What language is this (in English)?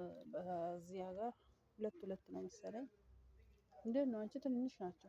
Amharic